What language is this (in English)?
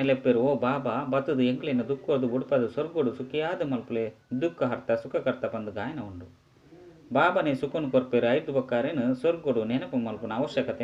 Tulu